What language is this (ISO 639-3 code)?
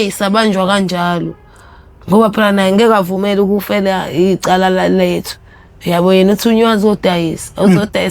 zul